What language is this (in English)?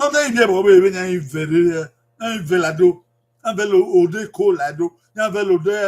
Bini